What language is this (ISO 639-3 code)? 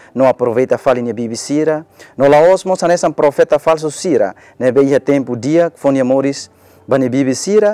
tet